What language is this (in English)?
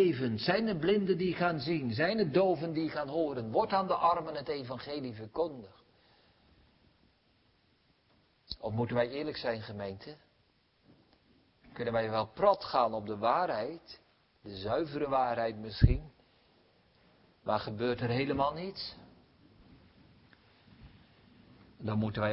Dutch